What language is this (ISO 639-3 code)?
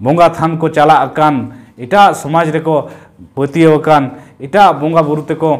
sat